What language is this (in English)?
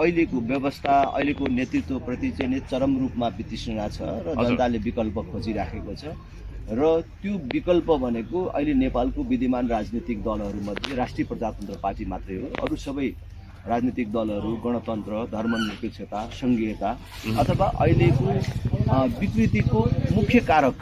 Nepali